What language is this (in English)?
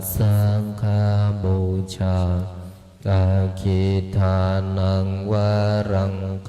Pali